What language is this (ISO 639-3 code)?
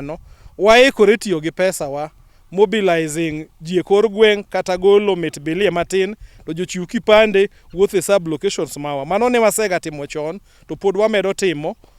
luo